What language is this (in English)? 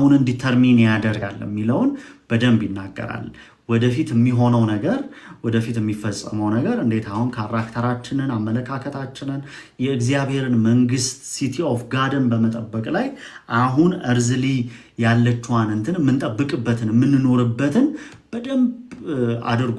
Amharic